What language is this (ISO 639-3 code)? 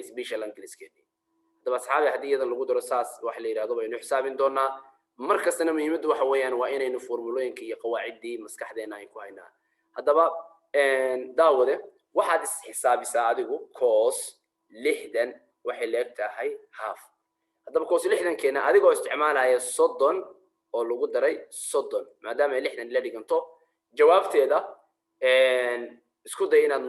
som